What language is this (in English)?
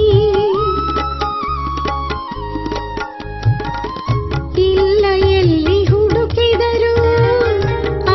Kannada